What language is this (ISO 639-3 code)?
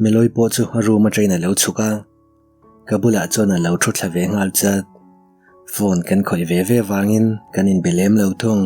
lus